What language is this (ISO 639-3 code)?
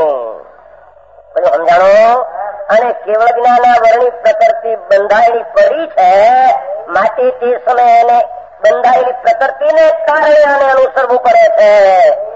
guj